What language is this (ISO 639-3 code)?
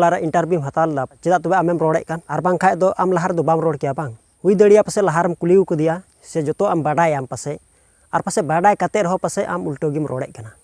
sat